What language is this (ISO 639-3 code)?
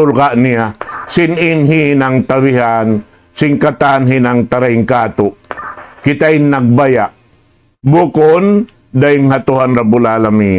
tsg